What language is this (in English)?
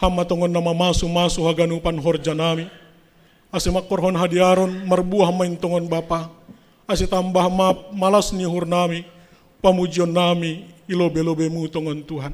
Batak Simalungun